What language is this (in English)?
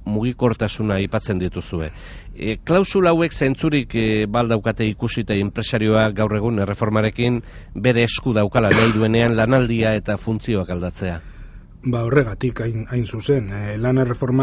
Basque